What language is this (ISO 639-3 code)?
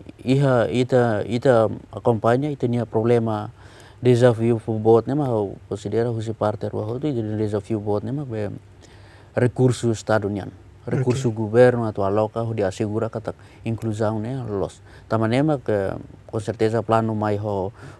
tet